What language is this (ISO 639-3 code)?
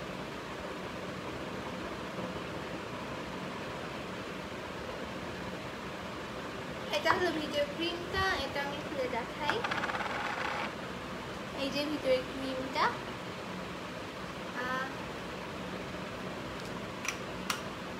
ben